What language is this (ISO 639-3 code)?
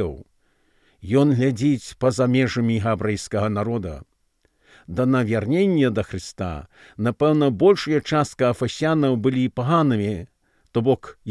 bel